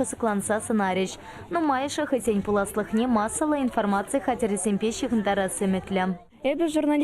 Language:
Chuvash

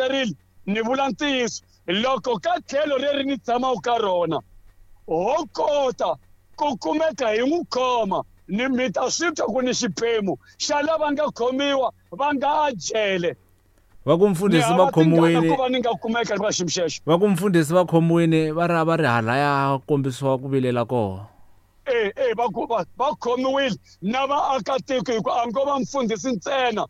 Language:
Tsonga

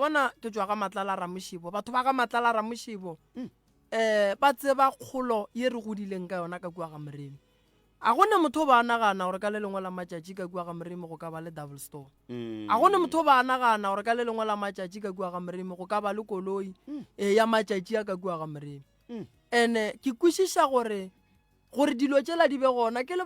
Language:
Northern Sotho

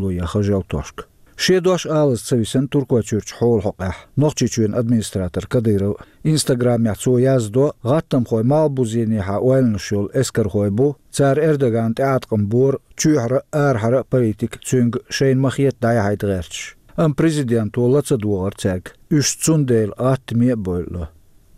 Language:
Chechen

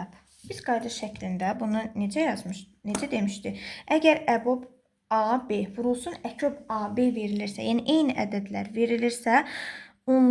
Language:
Azerbaijani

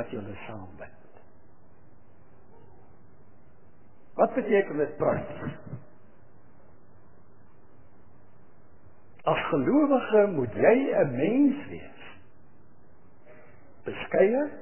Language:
Afrikaans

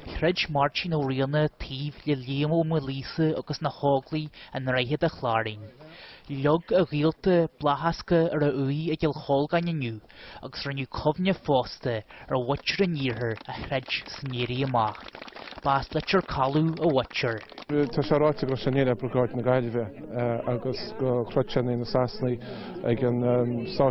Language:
Irish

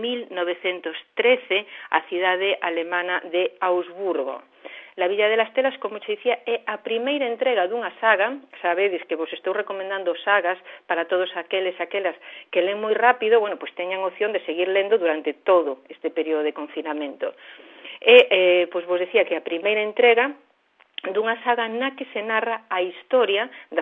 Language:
Galician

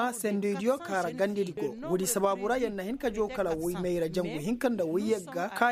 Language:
Koyraboro Senni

